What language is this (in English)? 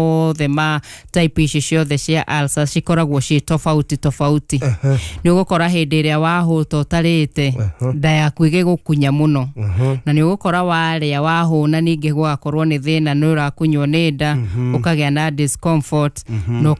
Kikuyu